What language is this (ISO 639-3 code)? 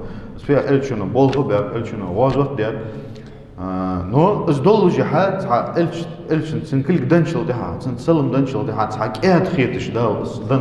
inh